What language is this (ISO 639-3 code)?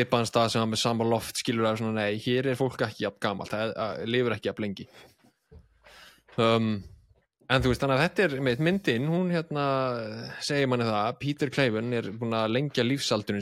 isl